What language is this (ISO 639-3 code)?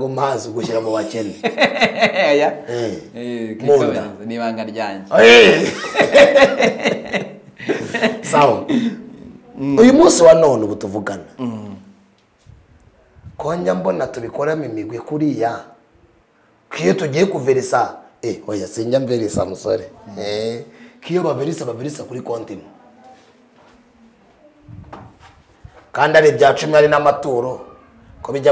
kin